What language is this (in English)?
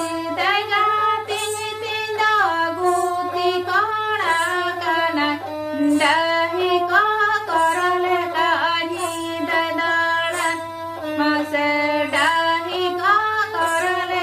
Santali